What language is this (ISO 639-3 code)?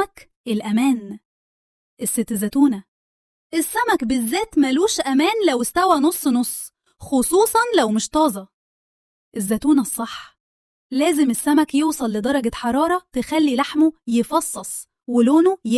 arz